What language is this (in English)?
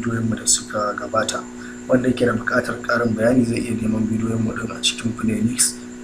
Hausa